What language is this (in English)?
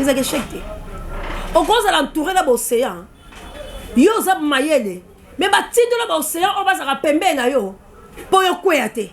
Lingala